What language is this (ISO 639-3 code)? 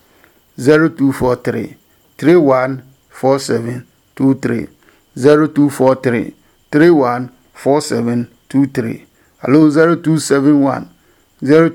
ada